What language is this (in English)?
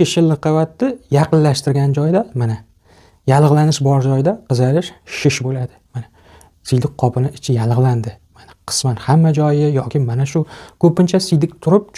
Uzbek